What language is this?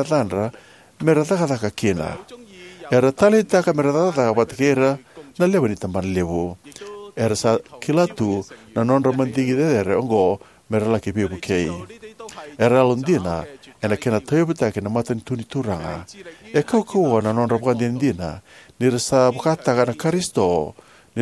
Fijian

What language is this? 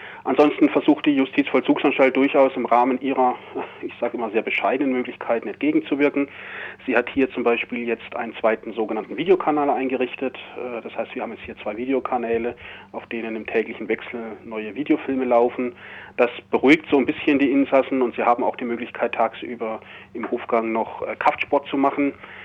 German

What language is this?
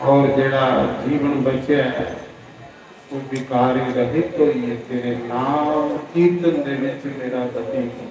Dogri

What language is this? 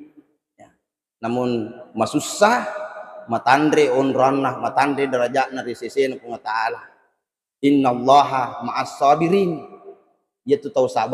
Buginese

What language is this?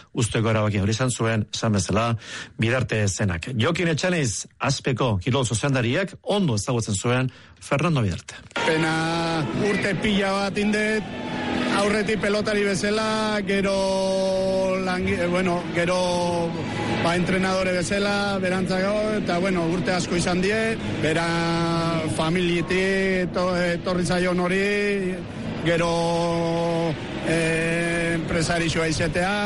Basque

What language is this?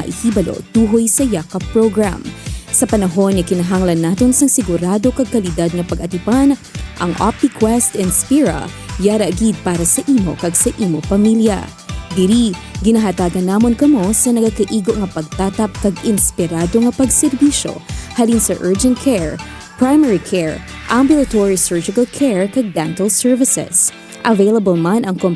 Hiligaynon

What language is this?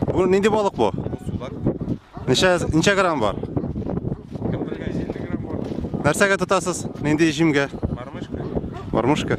Tatar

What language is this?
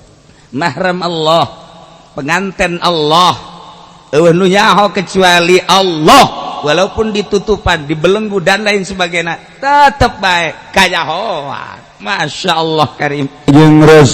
Sundanese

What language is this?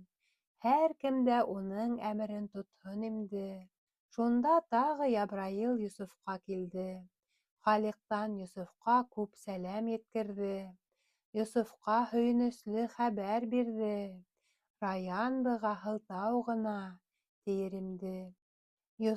Bashkir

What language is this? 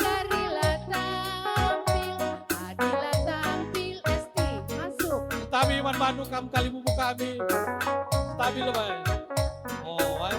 Batak Karo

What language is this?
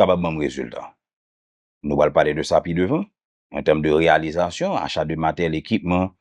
Haitian Creole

